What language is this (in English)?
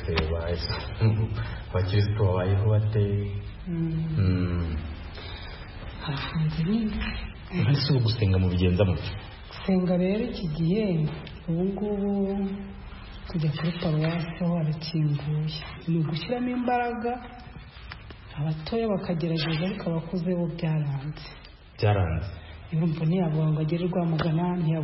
Kinyarwanda